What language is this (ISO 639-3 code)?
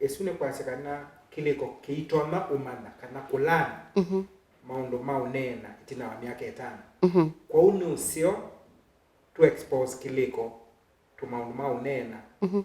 kam